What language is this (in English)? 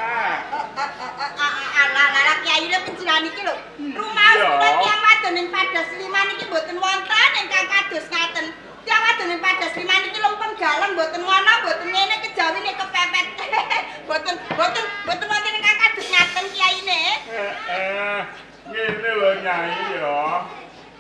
Javanese